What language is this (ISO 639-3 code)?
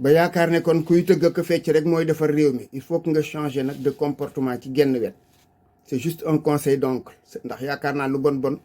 wol